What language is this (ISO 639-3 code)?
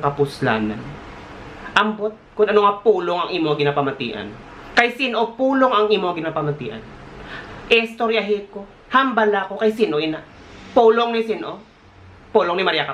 hil